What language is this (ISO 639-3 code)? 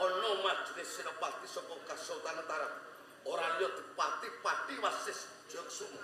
jav